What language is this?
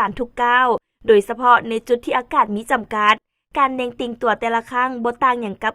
Lao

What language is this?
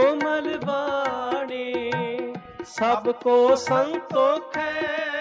Punjabi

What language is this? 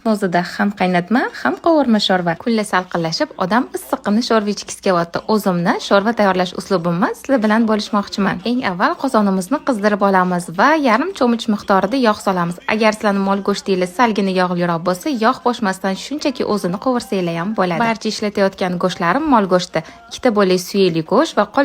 Uzbek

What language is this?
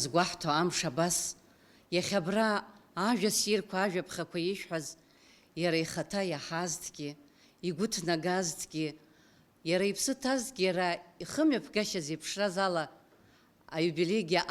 Abkhazian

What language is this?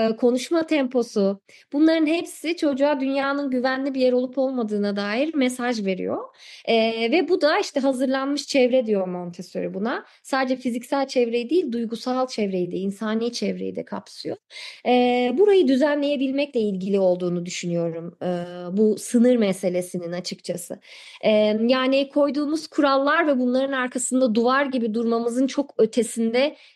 Turkish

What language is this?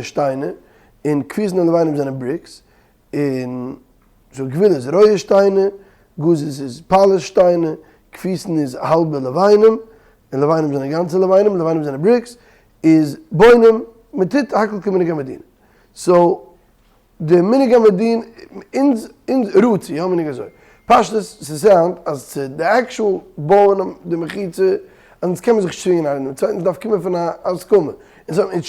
Yiddish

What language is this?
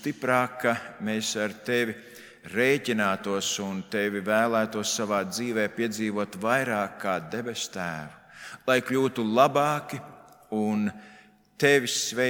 Latvian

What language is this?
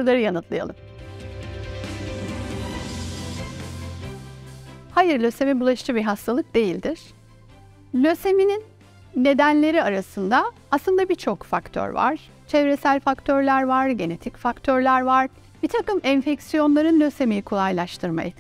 Turkish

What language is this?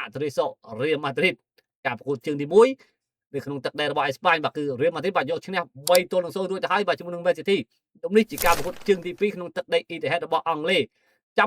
Khmer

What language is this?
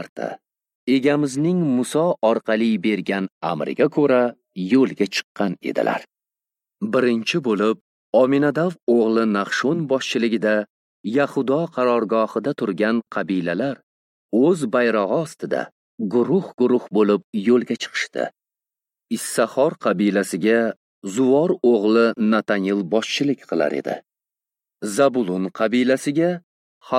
Uzbek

